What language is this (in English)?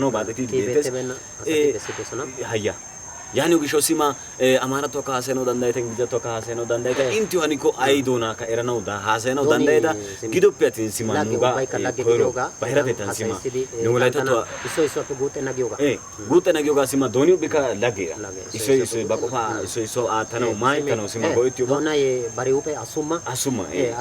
Wolaytta